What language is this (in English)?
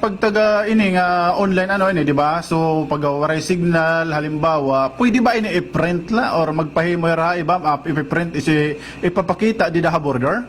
Waray